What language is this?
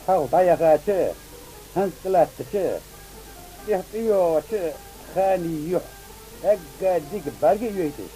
Ingush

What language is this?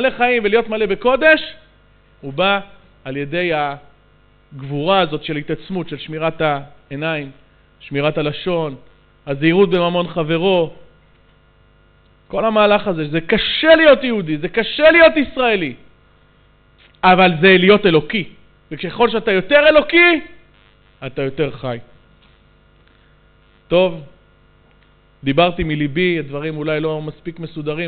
Hebrew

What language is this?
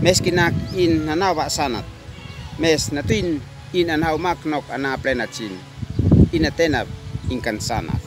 Uab Meto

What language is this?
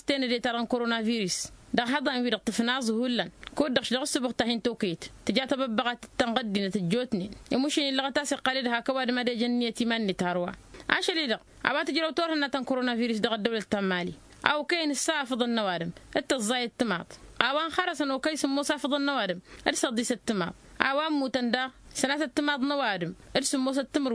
Tamasheq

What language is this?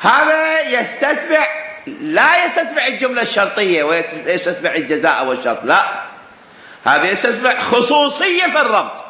Mesopotamian Arabic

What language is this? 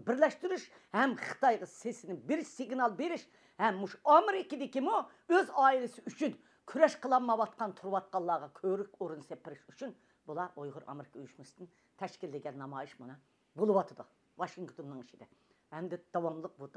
Uyghur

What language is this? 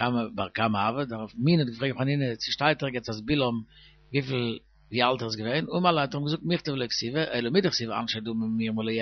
Yiddish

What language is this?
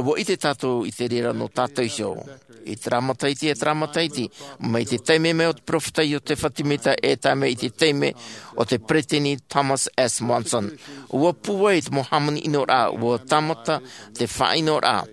Tahitian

